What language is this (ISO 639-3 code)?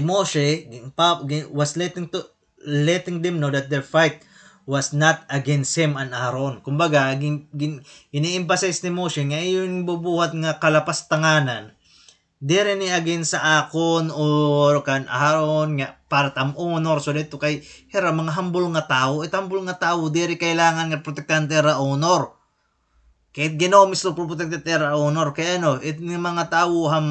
war